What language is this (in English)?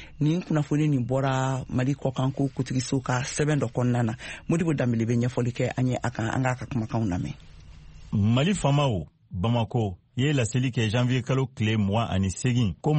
Bambara